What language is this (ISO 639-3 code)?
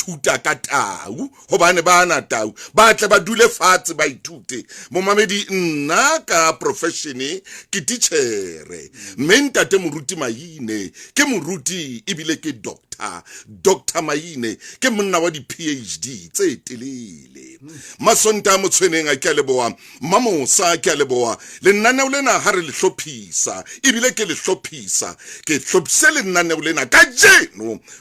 sot